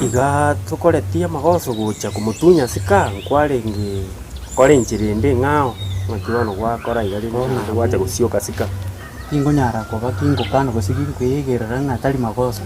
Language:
Gusii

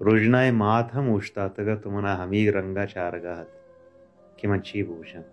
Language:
Baluchi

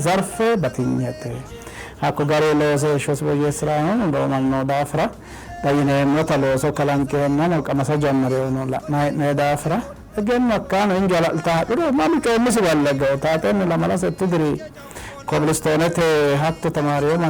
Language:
Sidamo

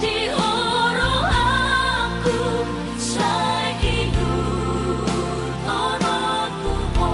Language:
Batak Toba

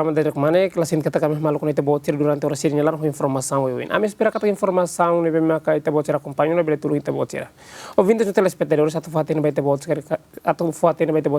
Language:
Tetum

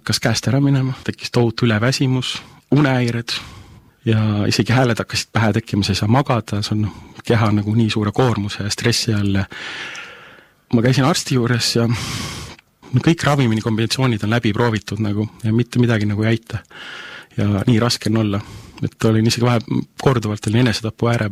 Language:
Estonian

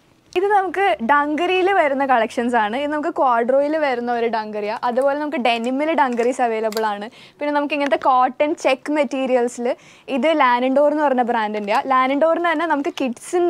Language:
Malayalam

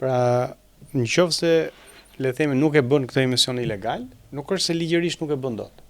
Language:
Albanian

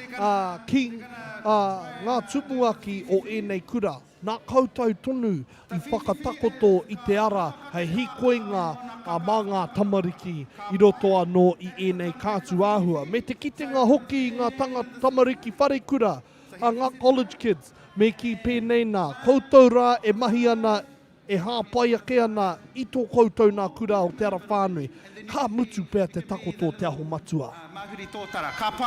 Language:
Māori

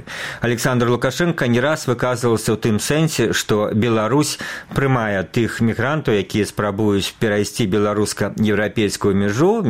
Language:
Belarusian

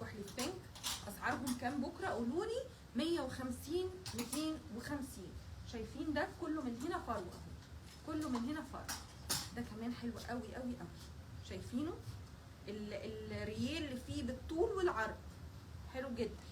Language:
Egyptian Arabic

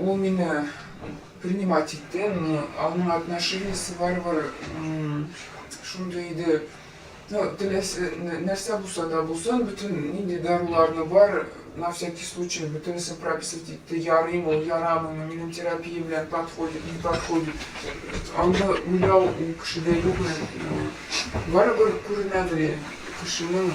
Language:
Tatar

